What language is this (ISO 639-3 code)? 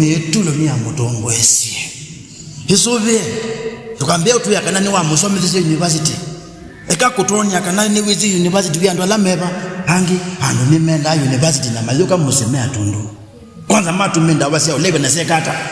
kam